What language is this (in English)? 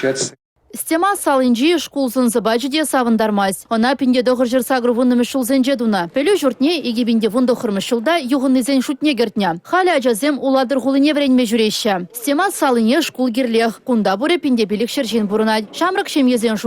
Chuvash